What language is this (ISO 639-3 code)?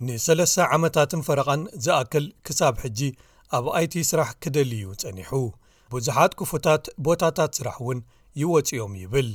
tir